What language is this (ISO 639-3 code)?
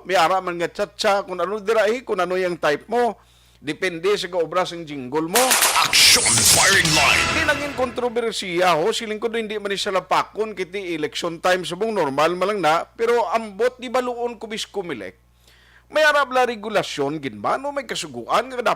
hil